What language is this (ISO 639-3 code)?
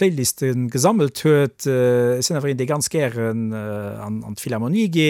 ltz